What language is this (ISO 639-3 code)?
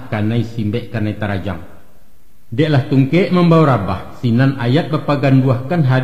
min